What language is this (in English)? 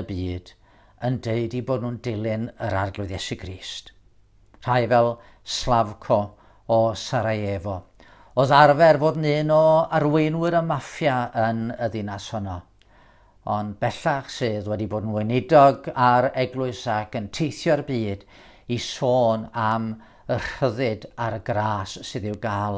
Welsh